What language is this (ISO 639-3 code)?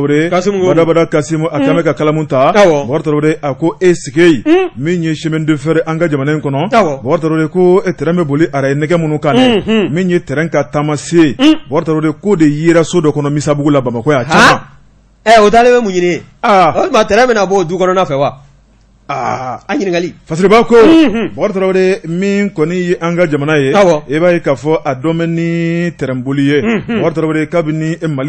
bam